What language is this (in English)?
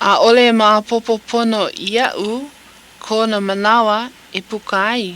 Hawaiian